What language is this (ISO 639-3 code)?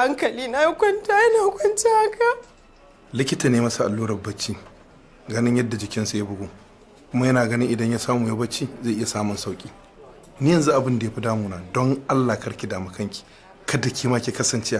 hau